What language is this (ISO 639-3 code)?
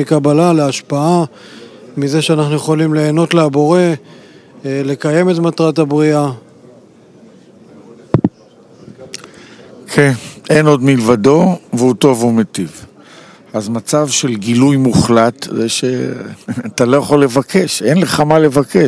heb